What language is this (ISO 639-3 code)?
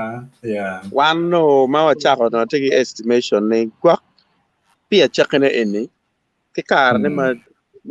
ach